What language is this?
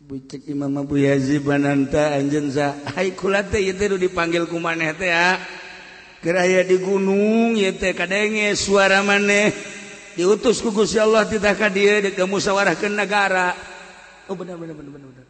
Sundanese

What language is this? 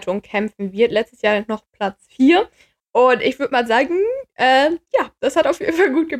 German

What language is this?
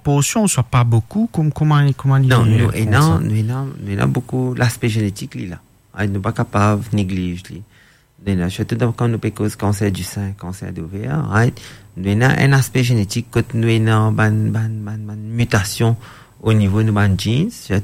Morisyen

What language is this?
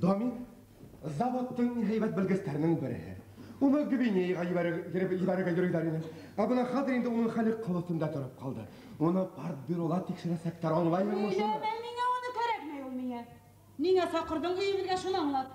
Bashkir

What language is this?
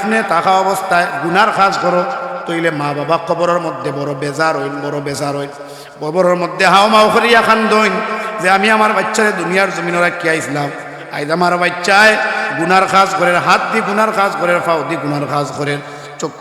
Sylheti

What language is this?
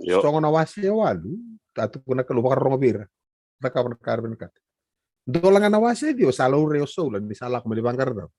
Fijian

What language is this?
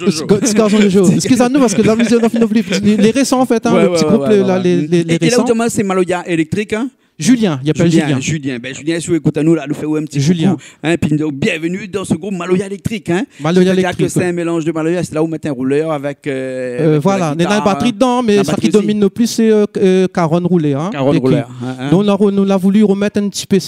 Réunion Creole French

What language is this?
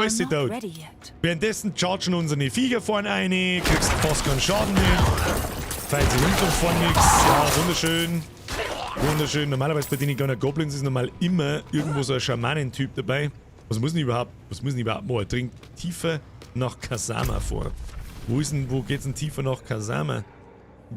Bavarian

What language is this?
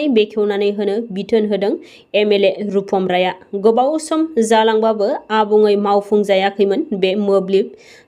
Bodo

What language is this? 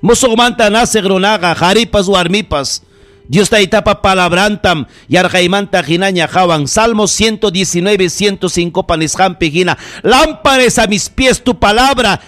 Ayacucho Quechua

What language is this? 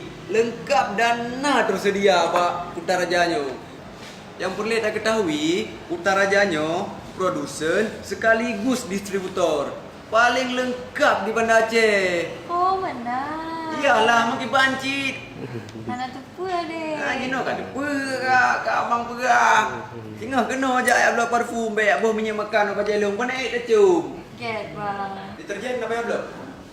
Achinese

